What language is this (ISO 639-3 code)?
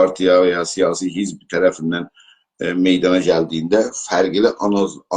azb